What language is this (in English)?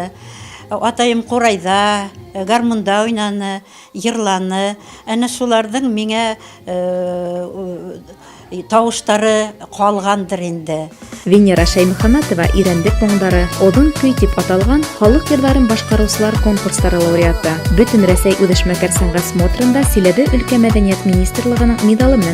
Bashkir